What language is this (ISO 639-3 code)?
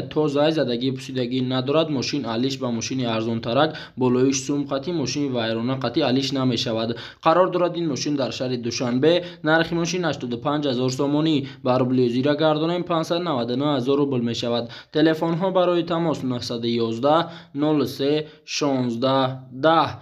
tgk